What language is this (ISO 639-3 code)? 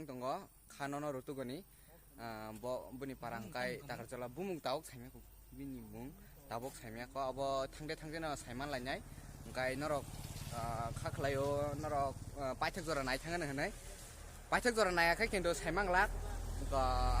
trp